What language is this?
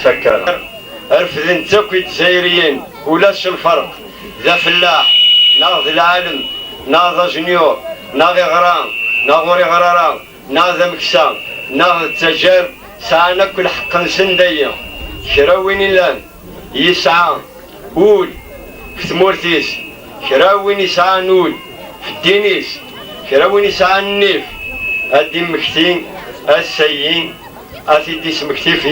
Kabyle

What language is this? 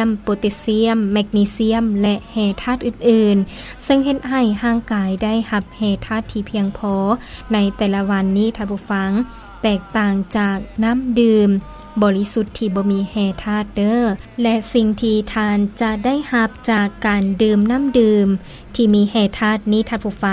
Lao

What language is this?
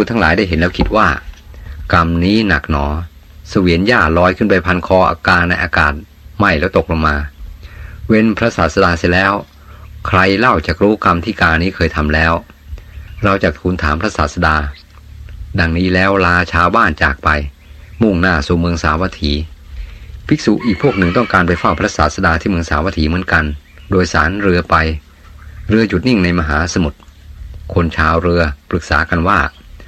Thai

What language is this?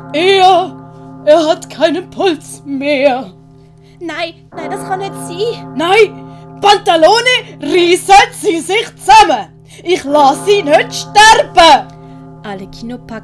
Swiss German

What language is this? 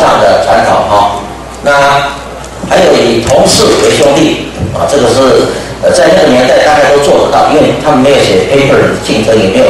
Chinese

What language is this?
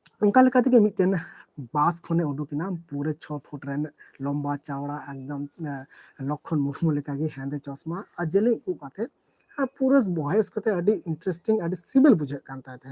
Santali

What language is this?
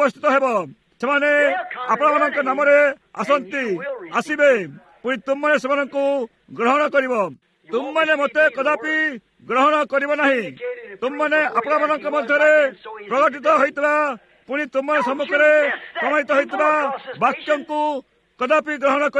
Odia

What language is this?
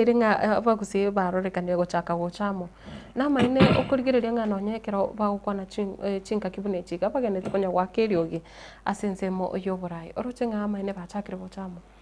Gusii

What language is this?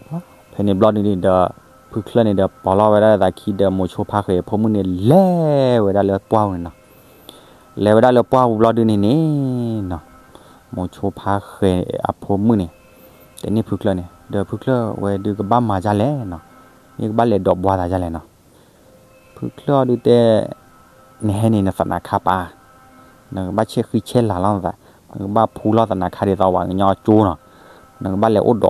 S'gaw Karen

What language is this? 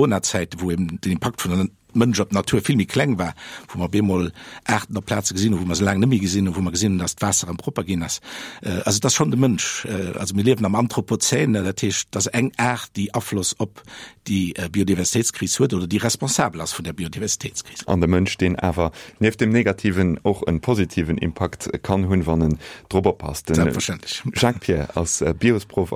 Luxembourgish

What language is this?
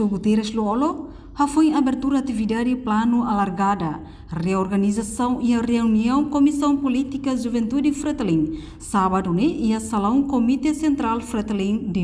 Tetum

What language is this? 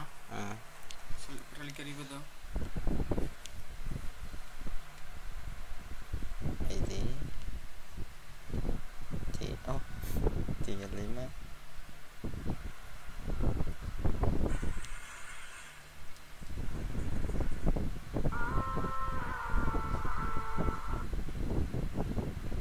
Indonesian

